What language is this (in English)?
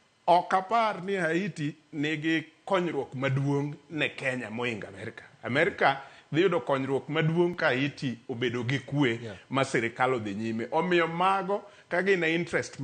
Luo (Kenya and Tanzania)